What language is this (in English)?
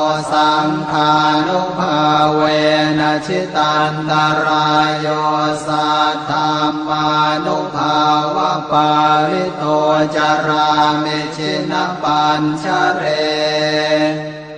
Pali